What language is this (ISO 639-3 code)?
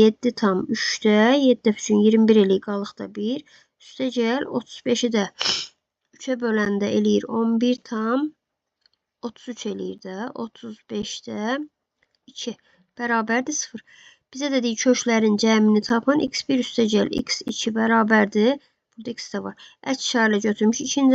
aze